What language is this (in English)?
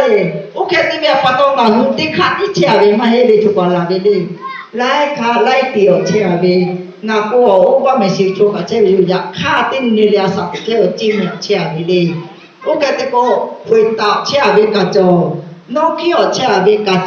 Lahu